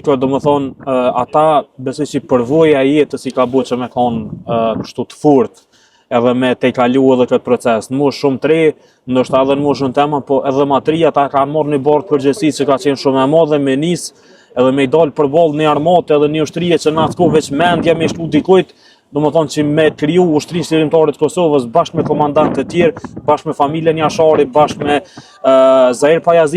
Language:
Albanian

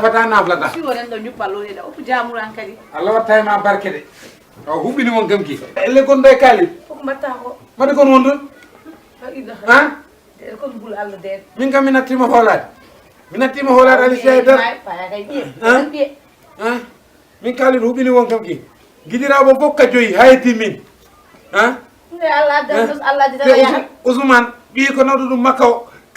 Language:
Fula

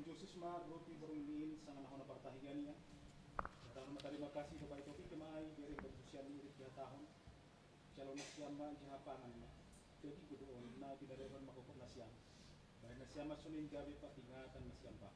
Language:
Batak Simalungun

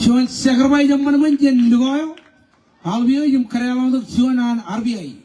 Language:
Marshallese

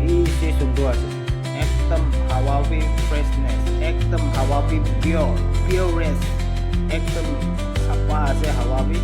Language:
Naga Pidgin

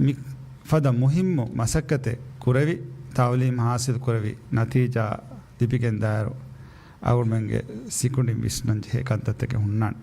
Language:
Divehi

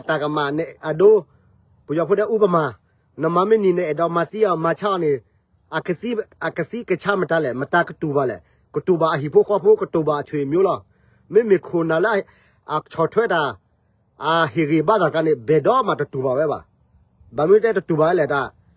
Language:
S'gaw Karen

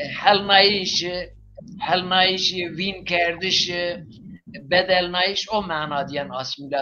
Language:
Zaza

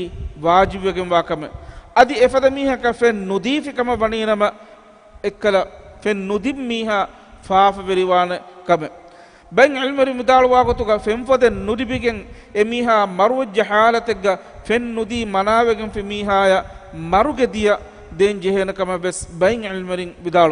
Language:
Divehi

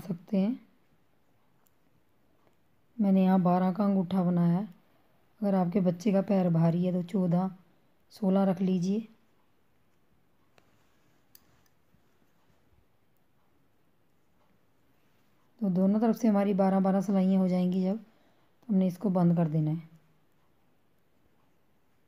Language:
Hindi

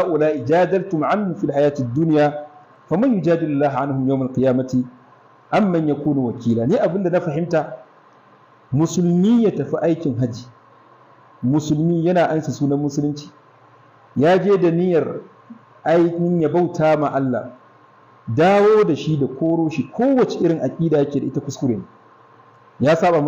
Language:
Hausa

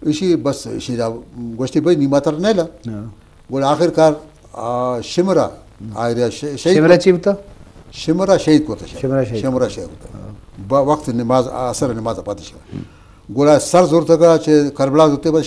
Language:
Eastern Balochi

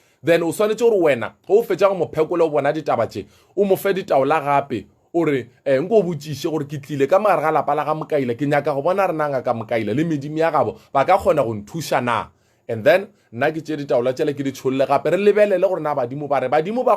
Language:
Northern Sotho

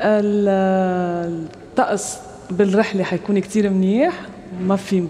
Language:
North Levantine Arabic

